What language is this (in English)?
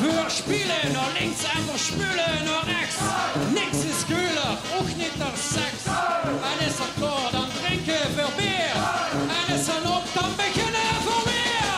Limburgish